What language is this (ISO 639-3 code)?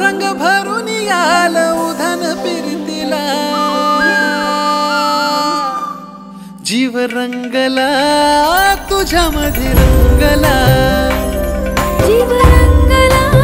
mar